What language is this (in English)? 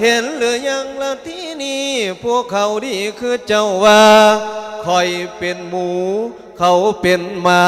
Lao